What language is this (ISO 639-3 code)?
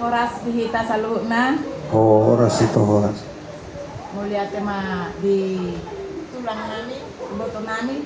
bbc